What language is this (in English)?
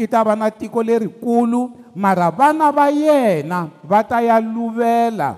Tsonga